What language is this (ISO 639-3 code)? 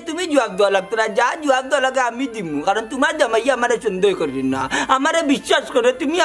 syl